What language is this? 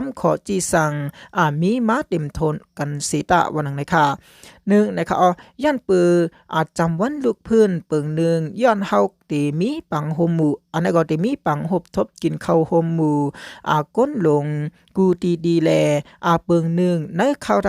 Shan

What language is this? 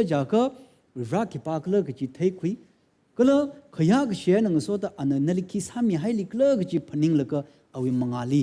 Tangkhul Naga (India)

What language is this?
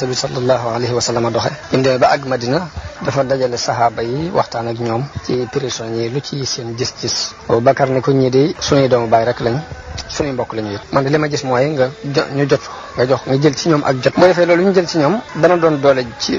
Wolof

